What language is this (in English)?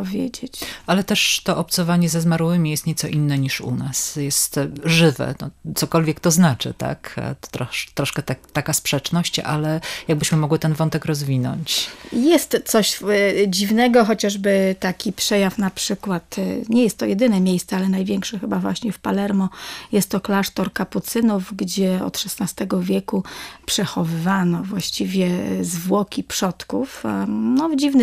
Polish